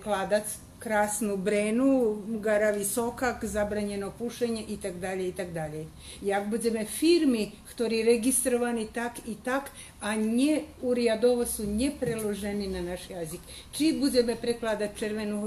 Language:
Rusyn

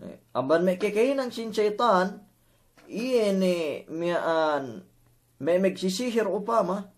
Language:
Yakan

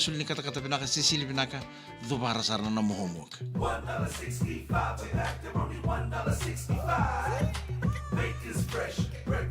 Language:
Fijian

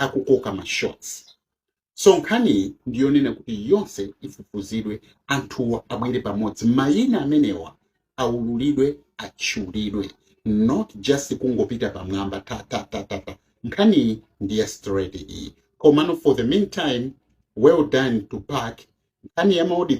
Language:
Nyanja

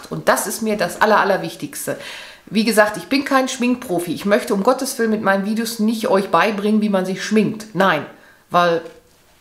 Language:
German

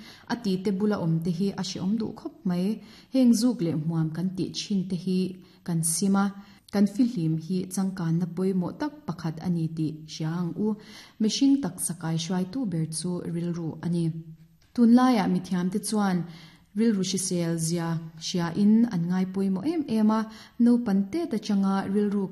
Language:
Mizo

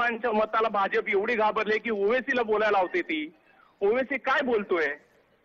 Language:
Marathi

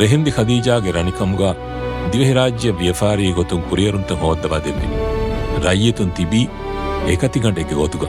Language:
Divehi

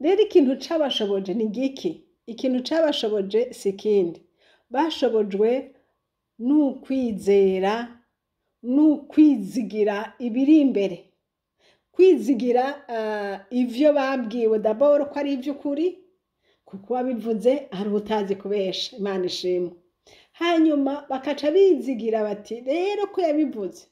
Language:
Rundi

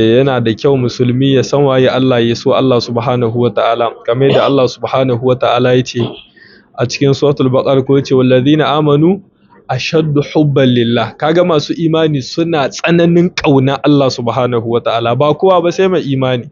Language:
Hausa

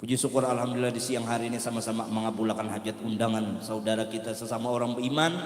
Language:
Banjar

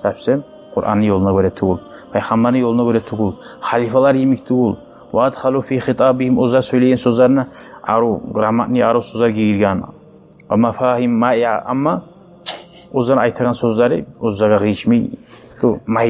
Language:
Kumyk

